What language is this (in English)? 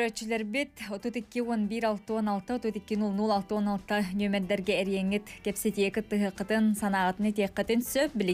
Yakut